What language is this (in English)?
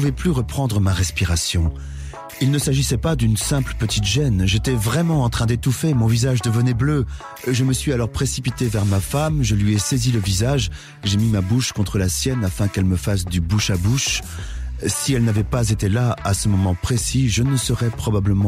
French